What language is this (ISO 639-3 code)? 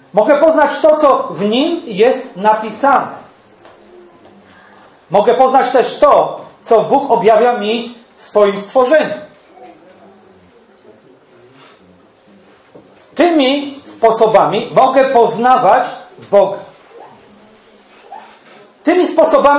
pol